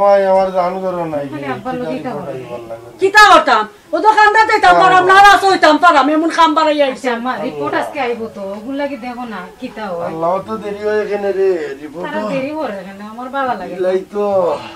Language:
Sylheti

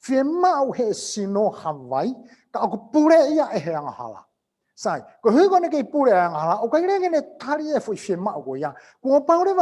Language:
Tongan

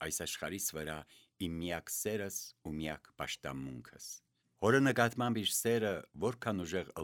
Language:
Armenian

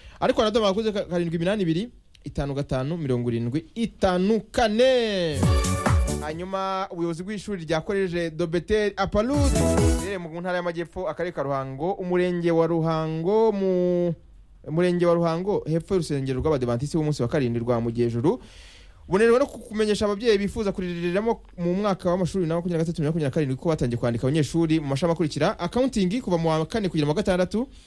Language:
Kinyarwanda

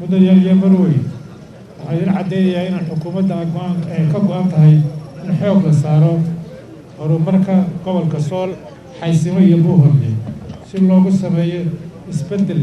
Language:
Somali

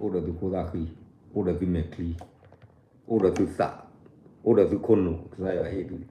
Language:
S'gaw Karen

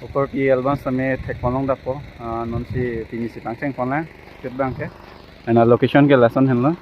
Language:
Karbi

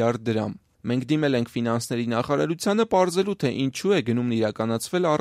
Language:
Armenian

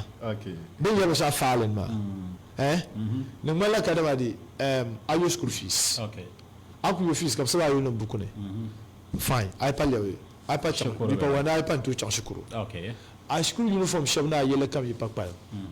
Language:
Dagbani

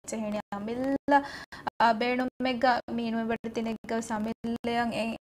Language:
Divehi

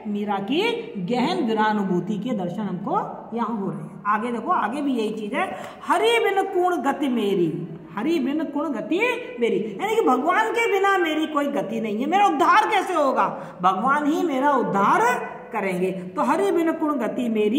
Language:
Hindi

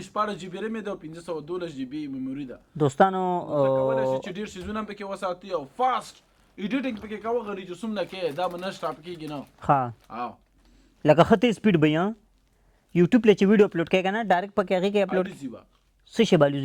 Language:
Pashto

